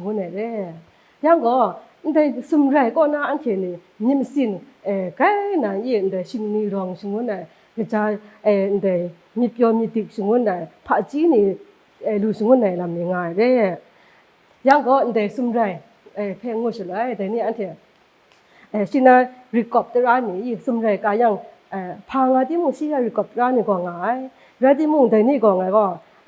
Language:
Kachin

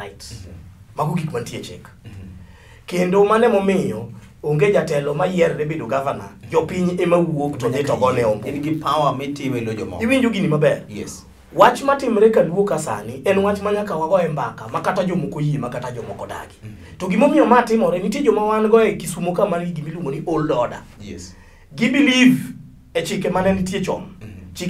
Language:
Luo (Kenya and Tanzania)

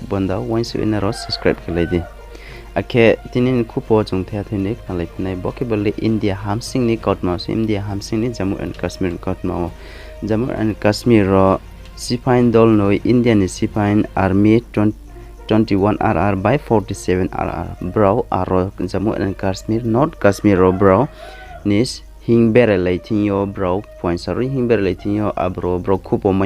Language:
Riang (India)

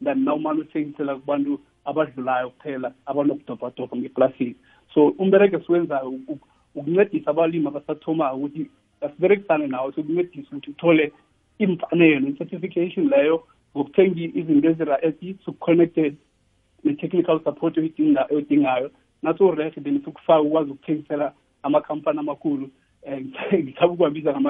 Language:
South Ndebele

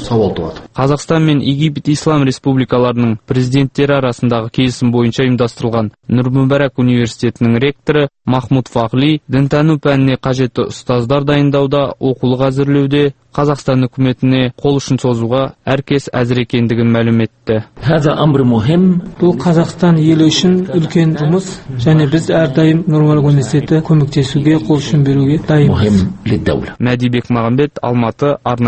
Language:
Kazakh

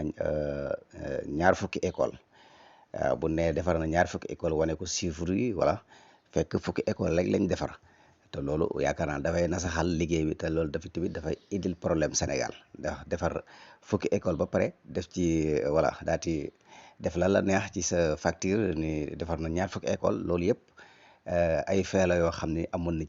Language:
Wolof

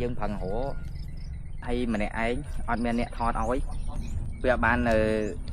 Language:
Khmer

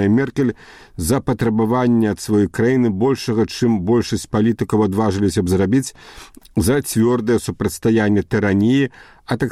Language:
Belarusian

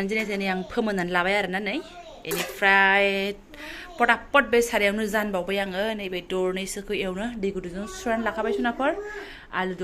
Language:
Bodo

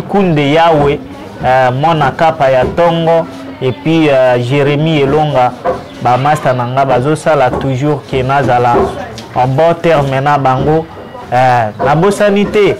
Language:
Lingala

